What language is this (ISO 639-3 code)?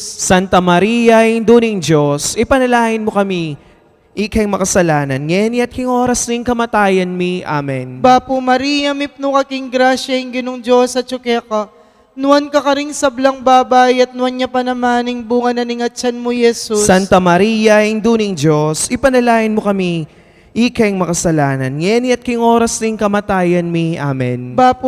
pam